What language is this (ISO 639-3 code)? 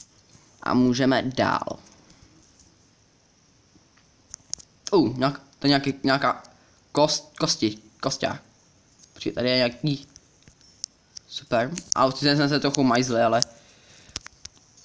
ces